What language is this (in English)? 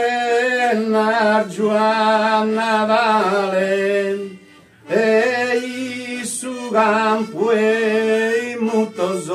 Sardinian